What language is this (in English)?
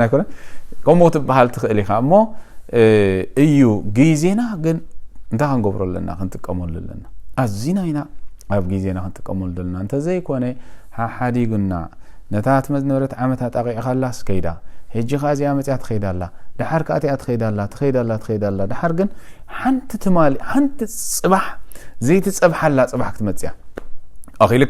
Tigrinya